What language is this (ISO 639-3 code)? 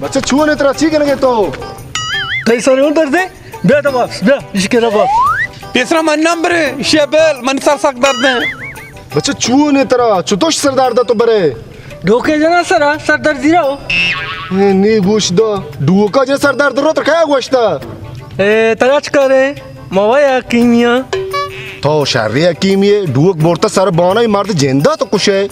bal